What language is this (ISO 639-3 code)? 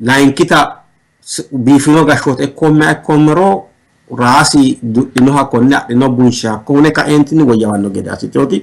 sid